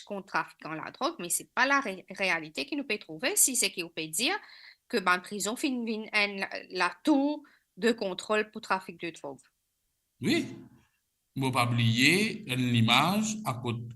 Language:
Morisyen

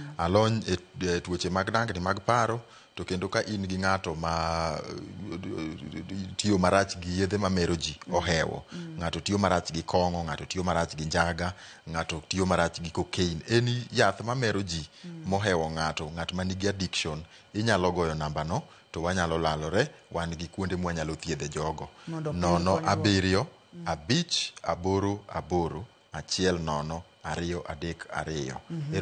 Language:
Luo (Kenya and Tanzania)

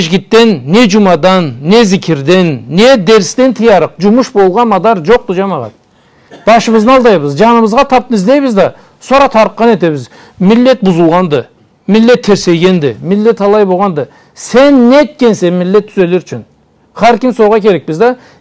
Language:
Karachay-Balkar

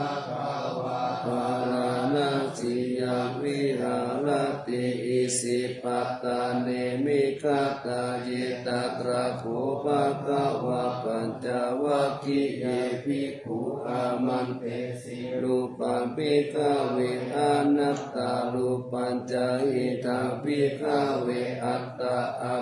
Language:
Pali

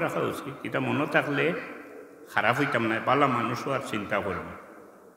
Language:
Sylheti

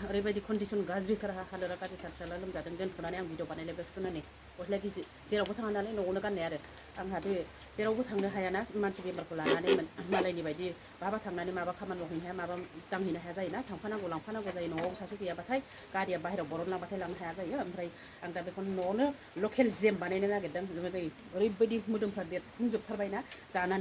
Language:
Bodo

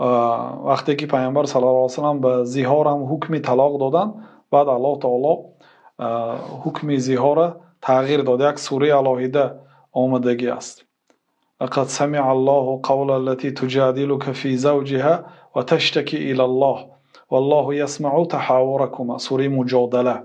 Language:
Tajik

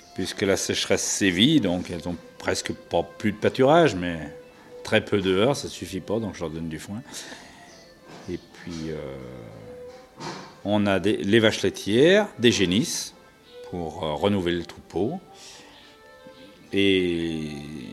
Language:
French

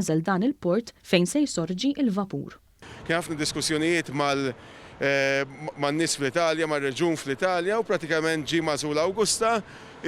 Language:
Maltese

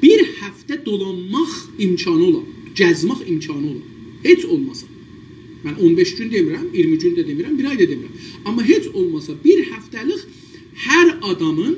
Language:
South Azerbaijani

